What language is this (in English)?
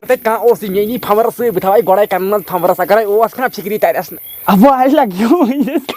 Kashmiri